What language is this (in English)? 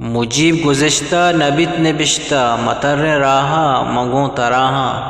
Eastern Balochi